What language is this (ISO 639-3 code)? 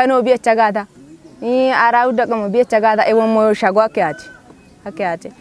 kbr